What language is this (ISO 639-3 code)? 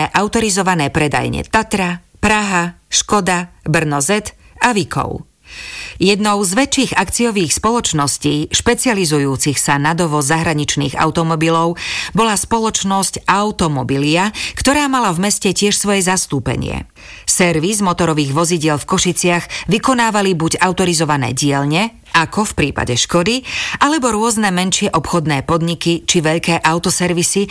slk